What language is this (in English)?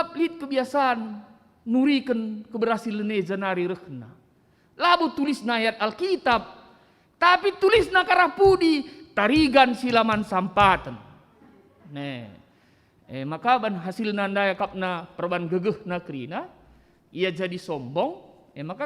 Batak Karo